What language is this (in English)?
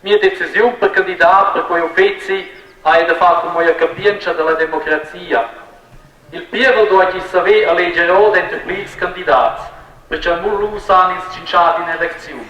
Romansh